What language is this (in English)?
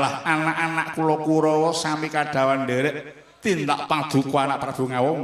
Javanese